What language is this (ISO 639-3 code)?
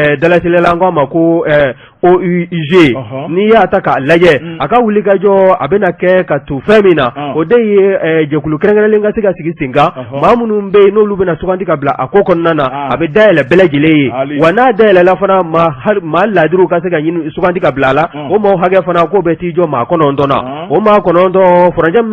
bam